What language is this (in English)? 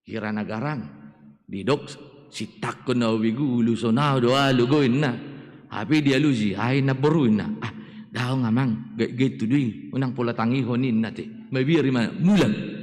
Batak Toba